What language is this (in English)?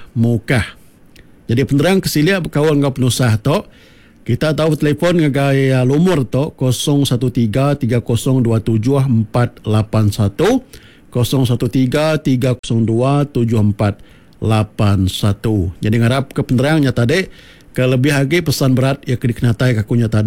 Iban